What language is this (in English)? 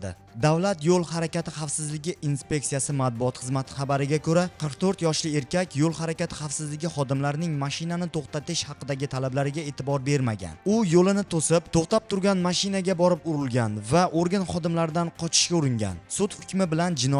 Uzbek